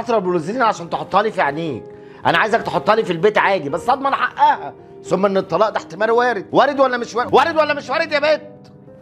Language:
Egyptian Arabic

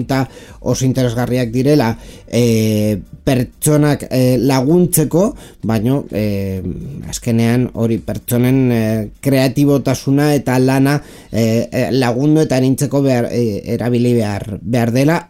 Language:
Basque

